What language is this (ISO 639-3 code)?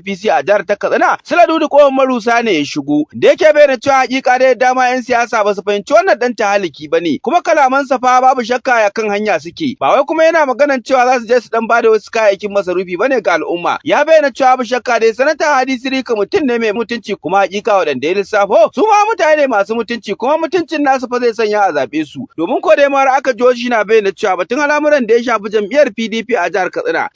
hau